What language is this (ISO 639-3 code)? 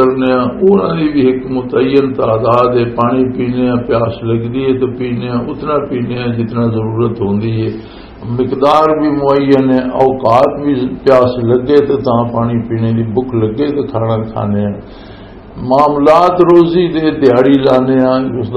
lah